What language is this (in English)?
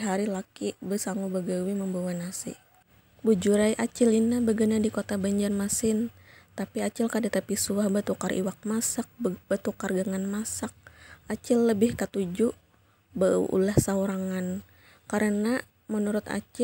Banjar